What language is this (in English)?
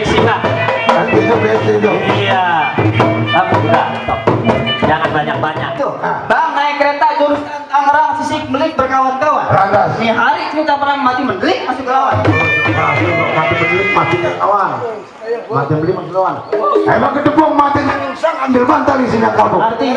Betawi